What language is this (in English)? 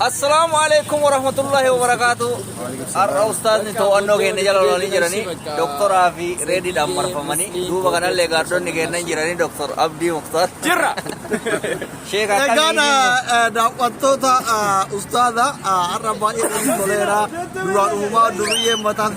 Oromo